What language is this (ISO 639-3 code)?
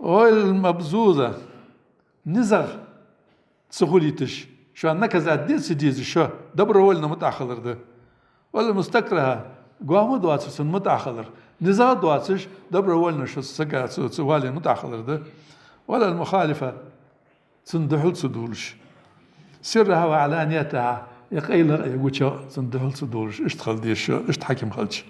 inh